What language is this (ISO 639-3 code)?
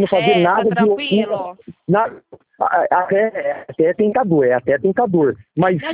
por